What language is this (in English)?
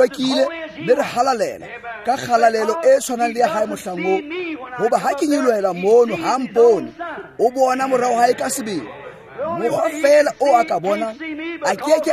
Tswana